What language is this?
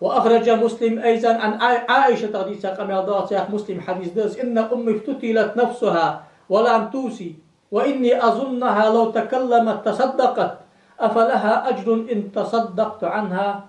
Ingush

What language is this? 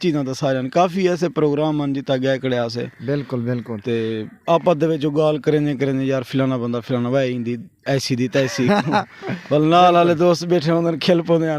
Saraiki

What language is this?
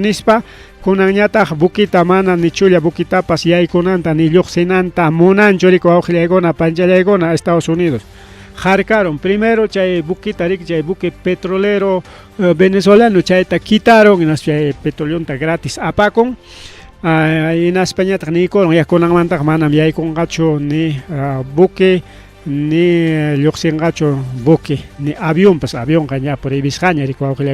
Ayacucho Quechua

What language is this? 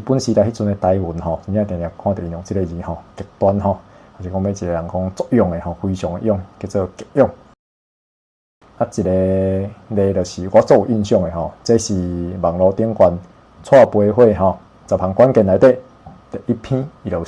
Min Nan Chinese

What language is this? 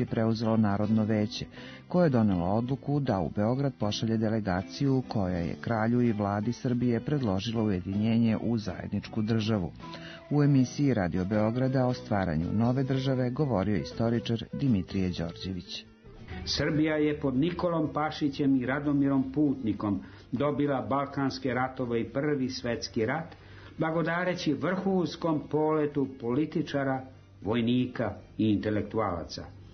Serbian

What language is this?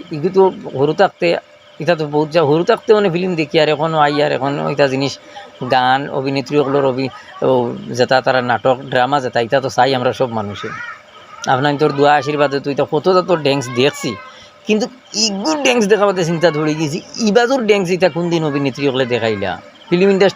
Sylheti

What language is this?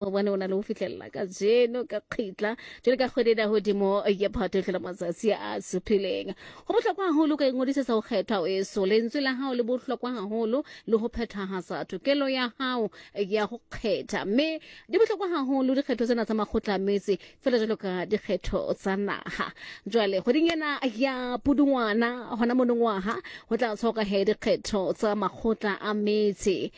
Southern Sotho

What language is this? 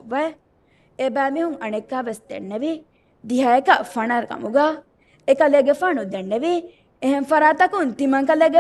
Divehi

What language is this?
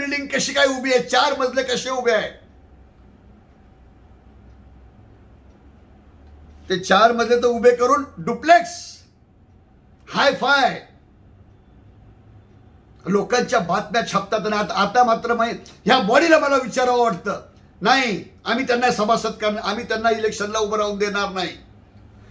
Marathi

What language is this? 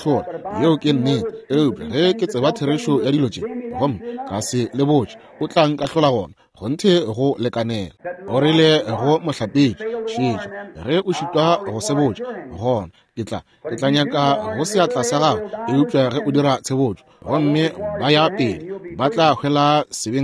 Northern Sotho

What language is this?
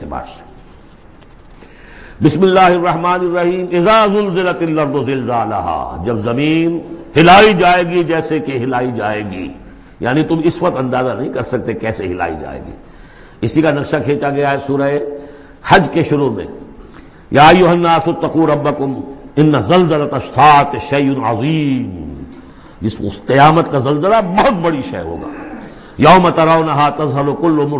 Urdu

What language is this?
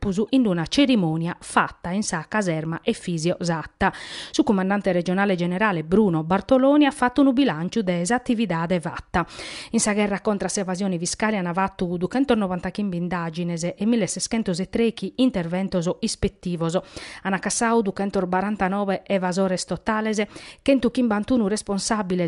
Sardinian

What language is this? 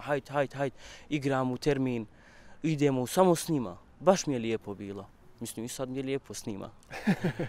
Bosnian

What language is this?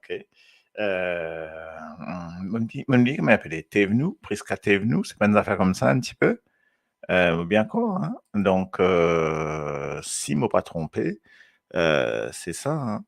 Morisyen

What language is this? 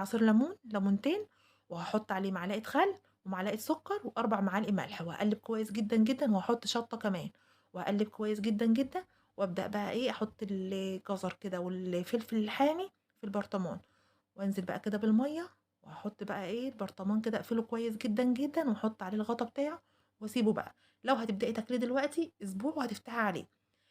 Egyptian Arabic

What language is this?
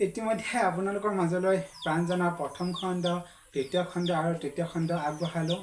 Assamese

